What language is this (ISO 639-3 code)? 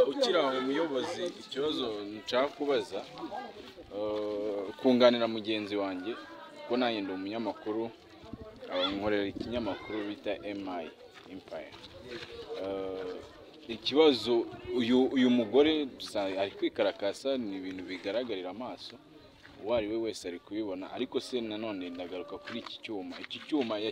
kin